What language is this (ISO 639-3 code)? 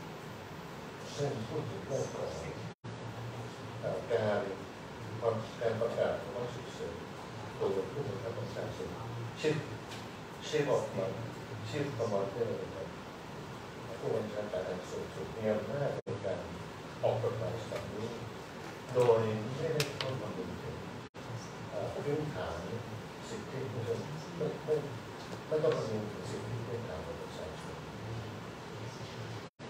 tha